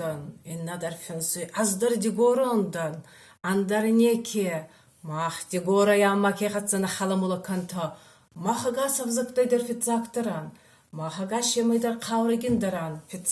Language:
Ossetic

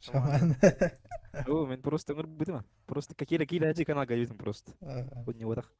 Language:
Yakut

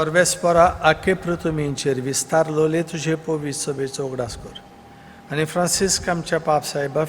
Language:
Konkani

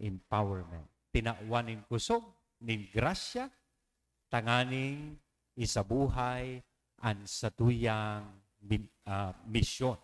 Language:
Bikol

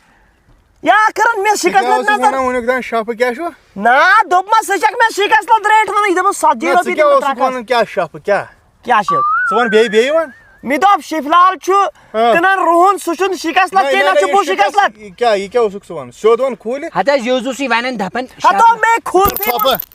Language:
Kashmiri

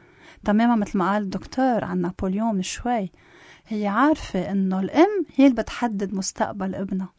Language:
North Levantine Arabic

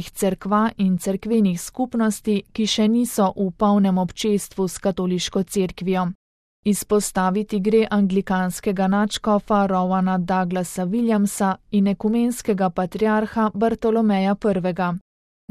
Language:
Slovenian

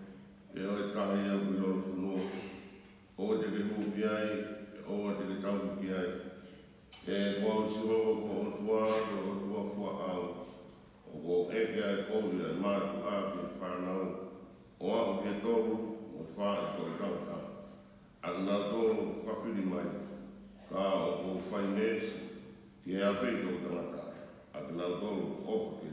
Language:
Tongan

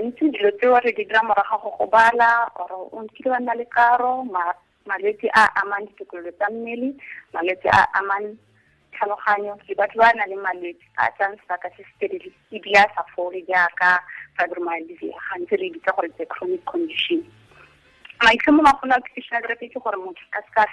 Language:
Tswana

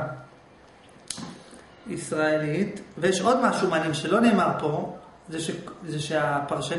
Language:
Hebrew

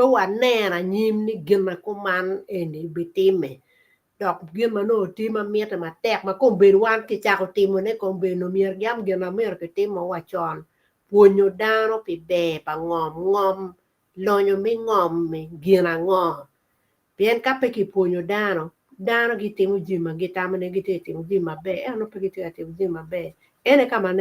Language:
Acoli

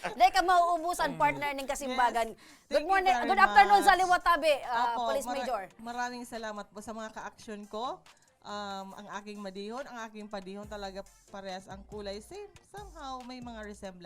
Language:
Bikol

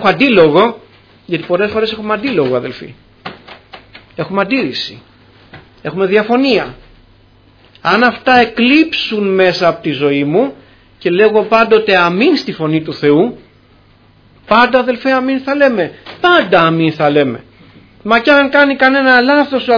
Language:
Greek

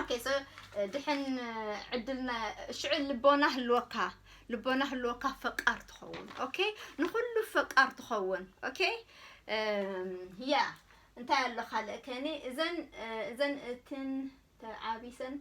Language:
Tigrinya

